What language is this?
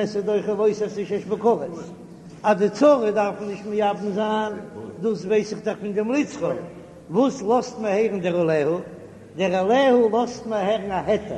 Yiddish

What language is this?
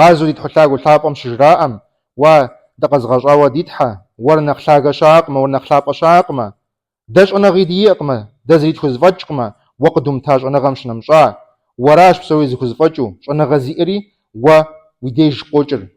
Kabardian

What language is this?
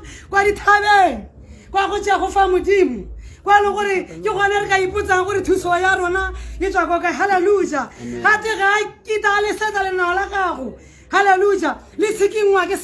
Tswana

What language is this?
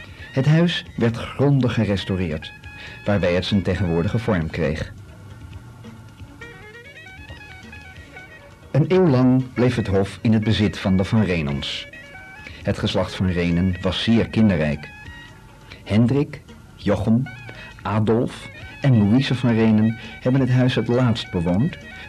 Dutch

